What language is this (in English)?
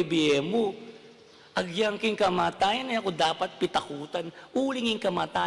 Pampanga